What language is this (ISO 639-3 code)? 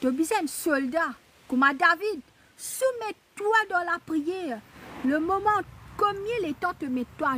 mfe